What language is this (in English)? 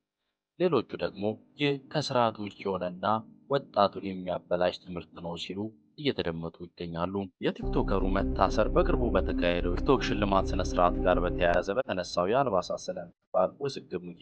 Amharic